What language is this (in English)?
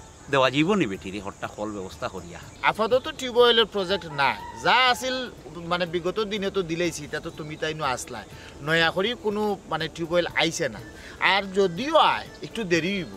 Sylheti